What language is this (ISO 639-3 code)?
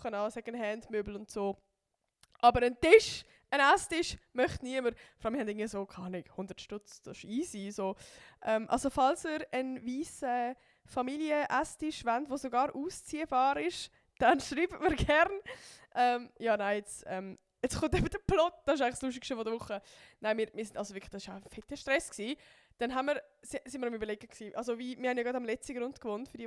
gsw